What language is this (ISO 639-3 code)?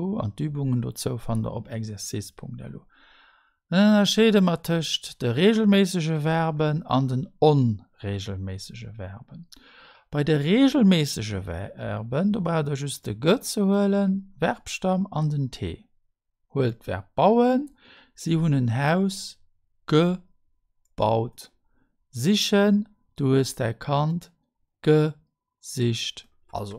ltz